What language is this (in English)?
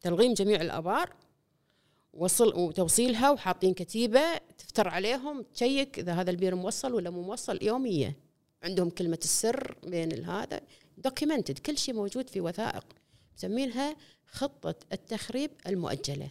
Gulf Arabic